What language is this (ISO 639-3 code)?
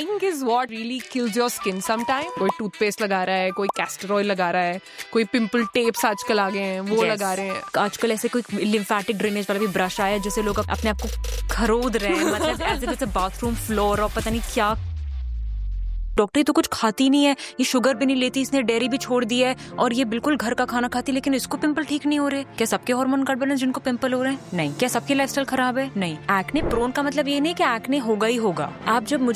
hin